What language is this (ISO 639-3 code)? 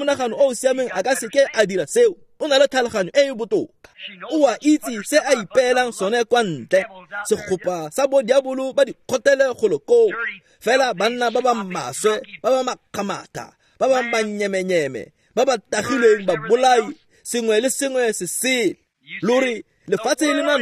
tsn